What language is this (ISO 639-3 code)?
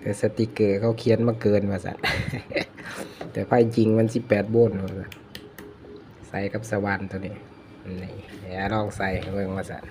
lao